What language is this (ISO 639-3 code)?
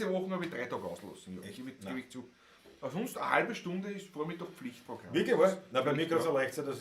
bar